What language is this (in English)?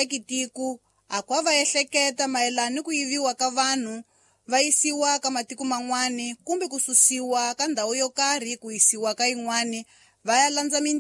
Tsonga